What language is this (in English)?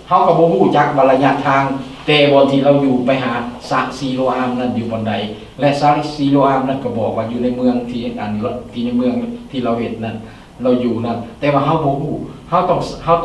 Lao